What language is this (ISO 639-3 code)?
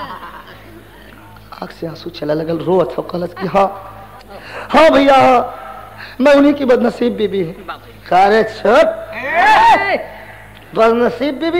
bho